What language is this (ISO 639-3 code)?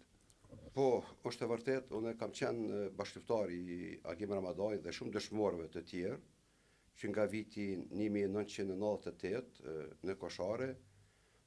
sqi